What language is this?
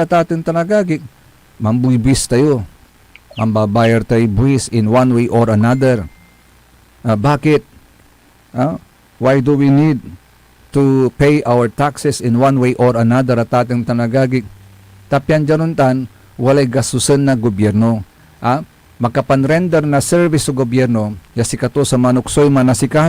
Pangasinan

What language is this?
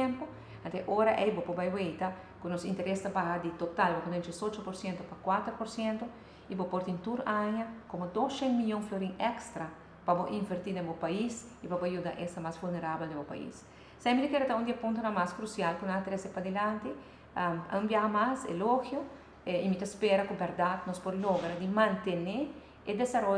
Papiamento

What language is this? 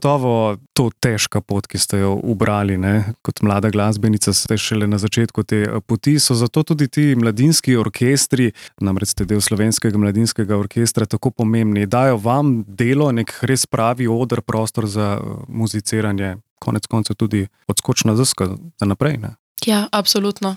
Slovenian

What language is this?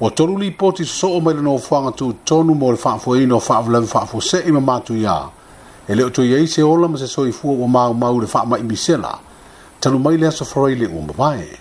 Samoan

